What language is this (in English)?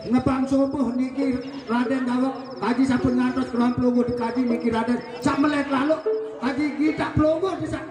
Sasak